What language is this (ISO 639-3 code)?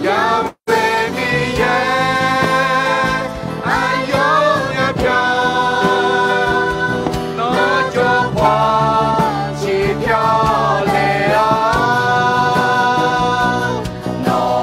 ahk